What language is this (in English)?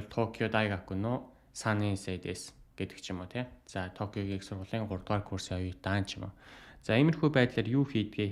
Mongolian